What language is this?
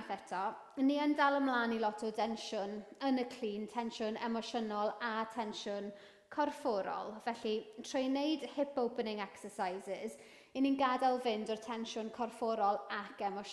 Welsh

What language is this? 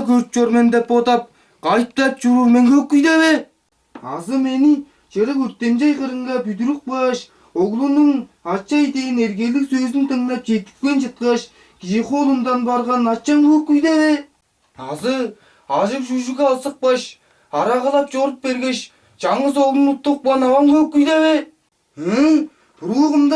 Tuvinian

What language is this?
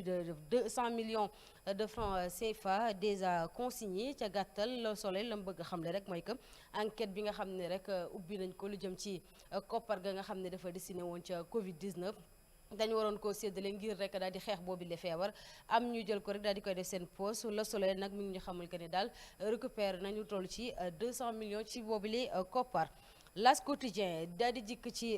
Wolof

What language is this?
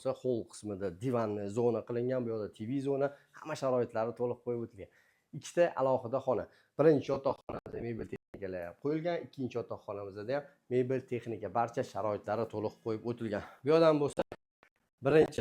Uzbek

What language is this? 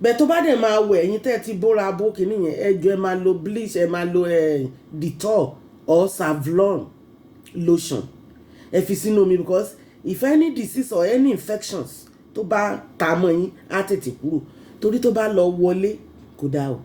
Yoruba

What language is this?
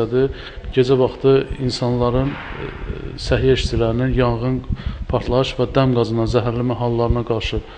Azerbaijani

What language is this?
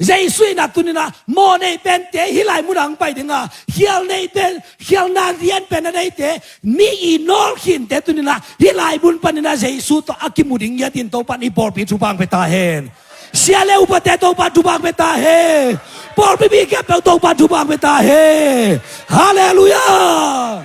Tedim Chin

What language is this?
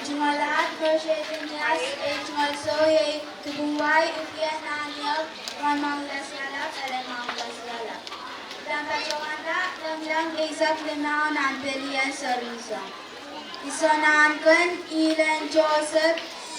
Pohnpeian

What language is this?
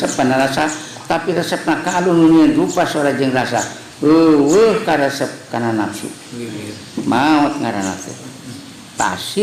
Sundanese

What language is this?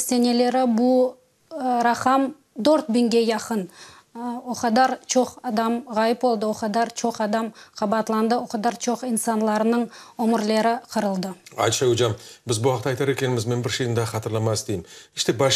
Crimean Tatar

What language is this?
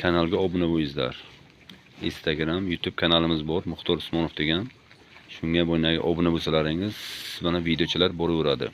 Uzbek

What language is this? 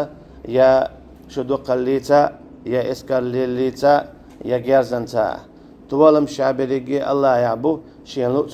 Chechen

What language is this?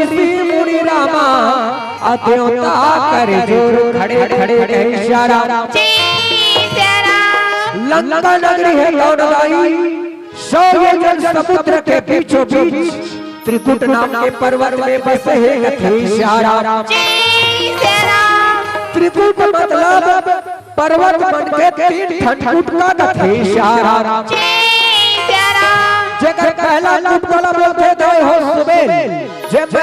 Chhattisgarhi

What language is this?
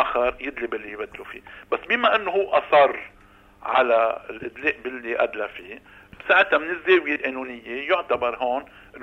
North Levantine Arabic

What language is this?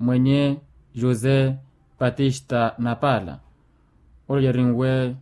Makhuwa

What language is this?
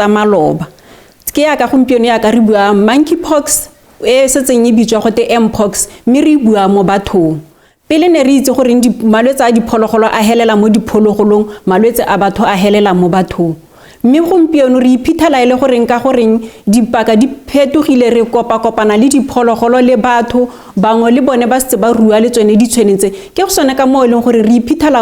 Tswana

